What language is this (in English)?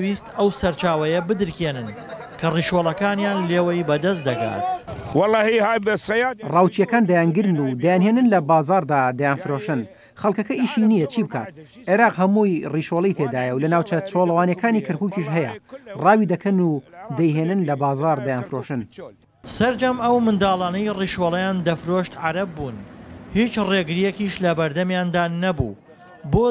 Central Kurdish